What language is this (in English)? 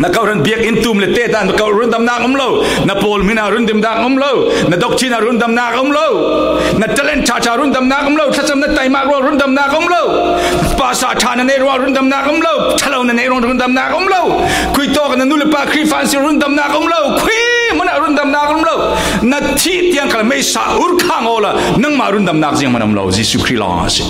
Falam Chin